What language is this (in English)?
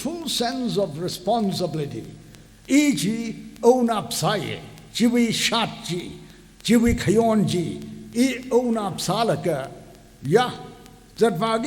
Tangkhul Naga (India)